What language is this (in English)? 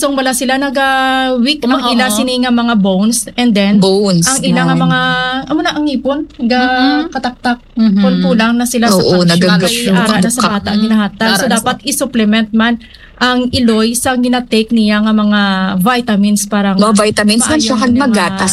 Hiligaynon